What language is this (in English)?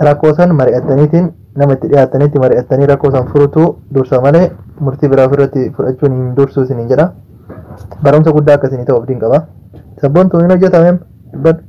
Oromo